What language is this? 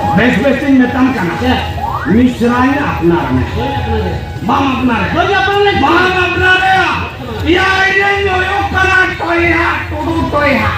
Santali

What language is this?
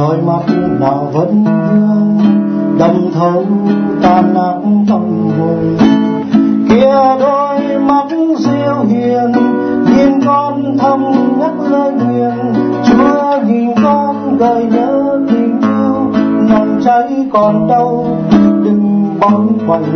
Vietnamese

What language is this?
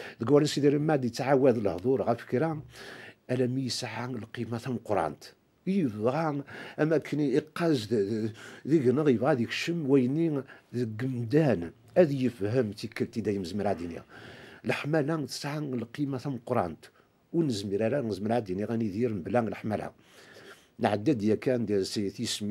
Kabyle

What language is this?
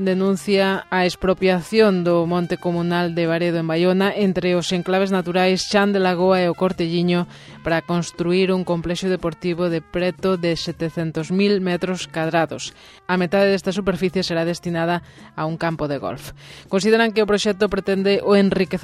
Galician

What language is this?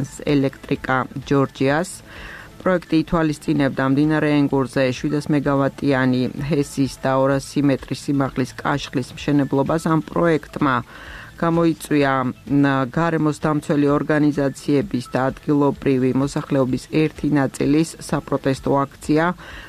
Georgian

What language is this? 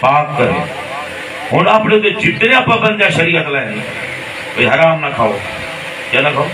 Saraiki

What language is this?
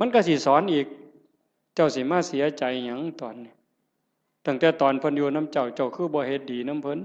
Northeastern Thai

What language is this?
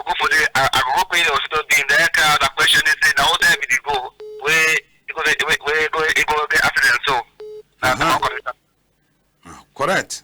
Cameroon Pidgin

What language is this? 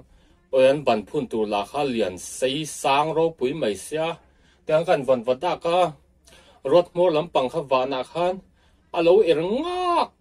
Mizo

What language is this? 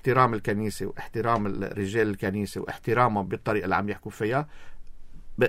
North Levantine Arabic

